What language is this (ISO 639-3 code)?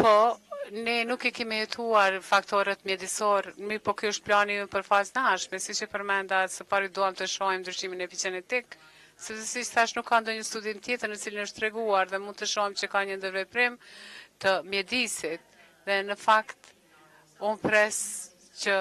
sqi